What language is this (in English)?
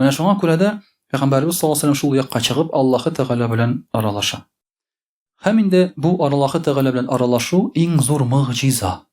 Tatar